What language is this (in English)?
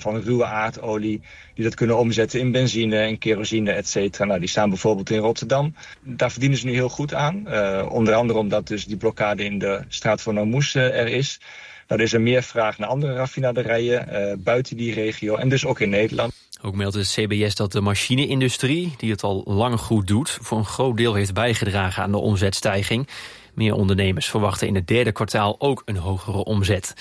Dutch